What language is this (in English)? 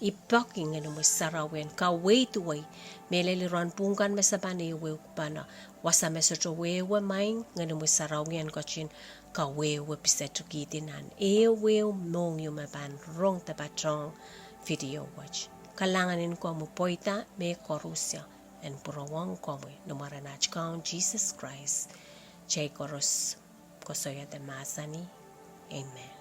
Pohnpeian